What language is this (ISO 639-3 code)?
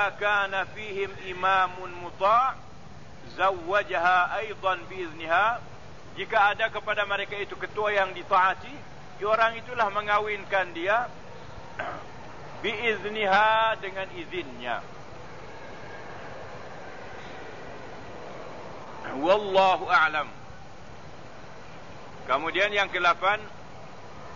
msa